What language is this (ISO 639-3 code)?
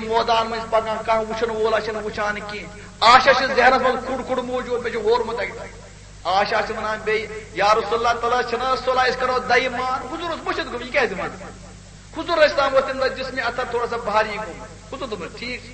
kas